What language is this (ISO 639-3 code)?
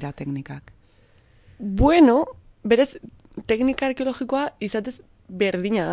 eus